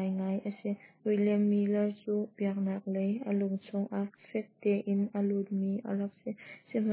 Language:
Hakha Chin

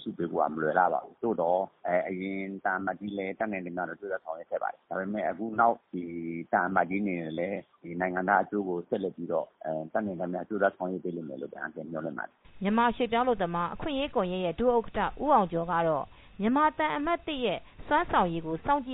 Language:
Burmese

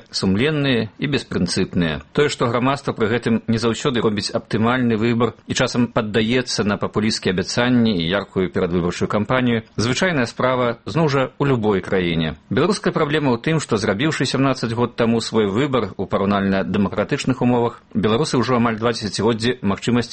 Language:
Belarusian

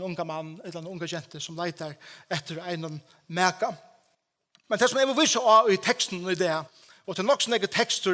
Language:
Faroese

